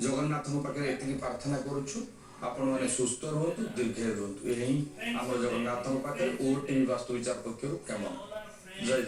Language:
Odia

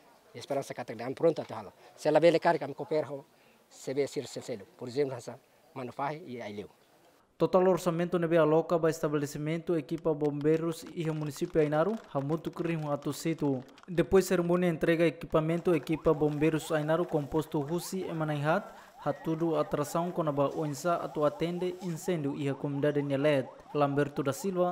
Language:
Tetum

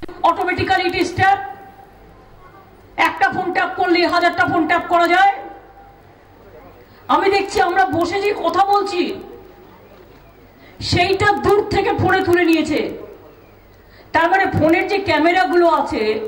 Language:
Bangla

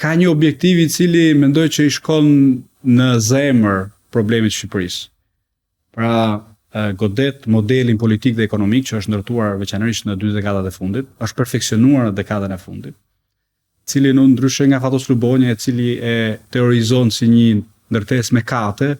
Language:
Albanian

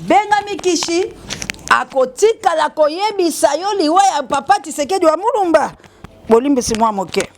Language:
Lingala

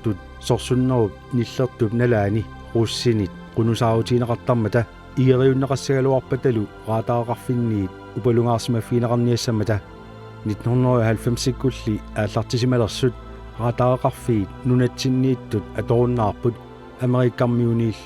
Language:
Kalaallisut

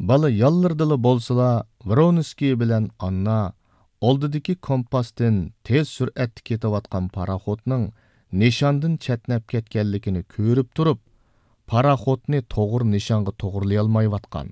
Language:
Uyghur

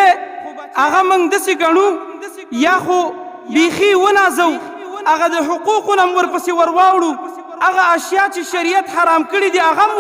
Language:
Pashto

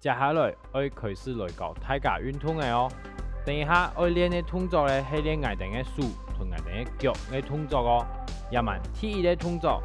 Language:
Hakka Chinese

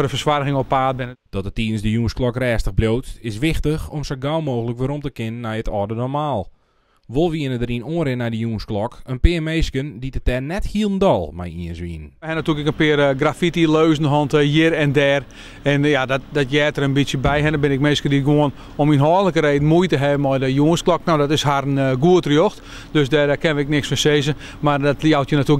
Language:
Western Frisian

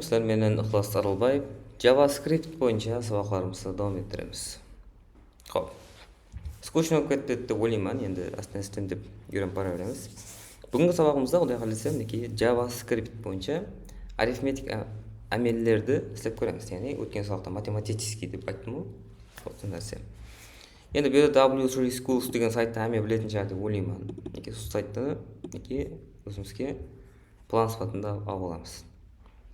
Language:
Kara-Kalpak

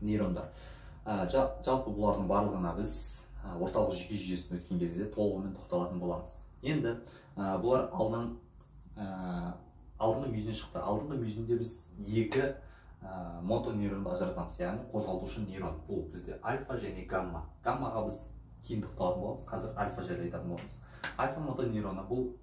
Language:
Kazakh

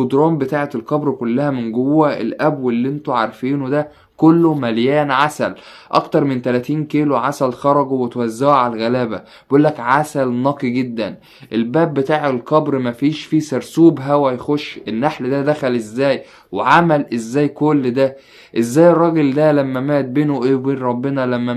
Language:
Egyptian Arabic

